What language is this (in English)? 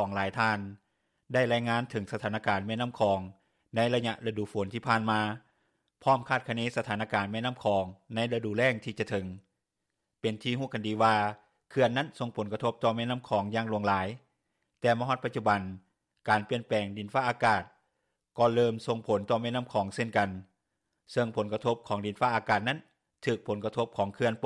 Lao